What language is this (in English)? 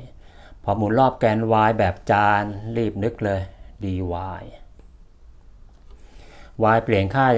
Thai